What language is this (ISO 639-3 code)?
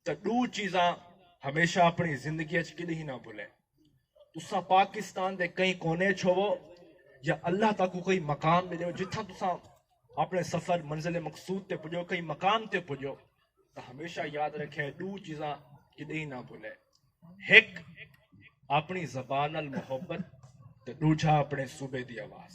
skr